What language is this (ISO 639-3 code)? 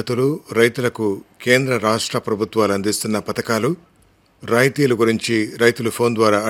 tel